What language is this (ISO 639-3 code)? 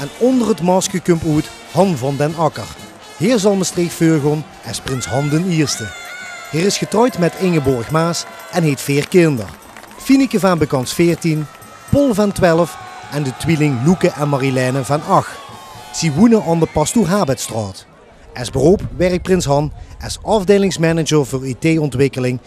lim